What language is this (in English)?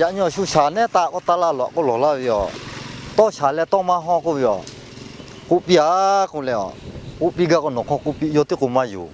Lahu